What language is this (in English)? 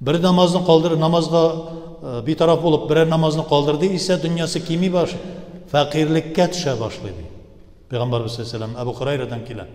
Tatar